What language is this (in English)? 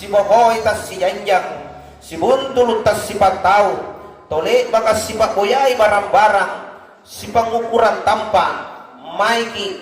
Makasar